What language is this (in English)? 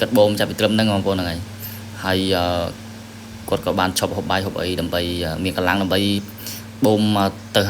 Khmer